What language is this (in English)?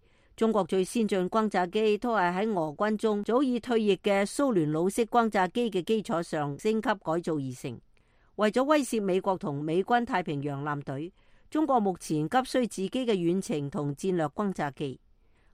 Cantonese